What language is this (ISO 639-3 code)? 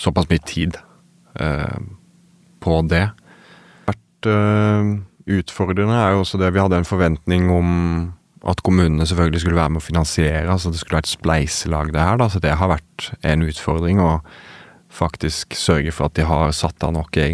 nor